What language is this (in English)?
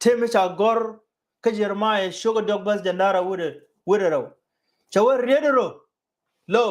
Nuer